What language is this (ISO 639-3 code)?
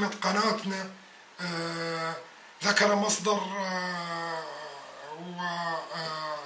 apc